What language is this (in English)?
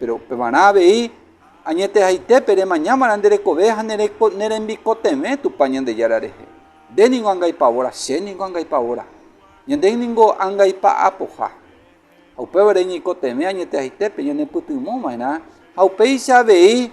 Guarani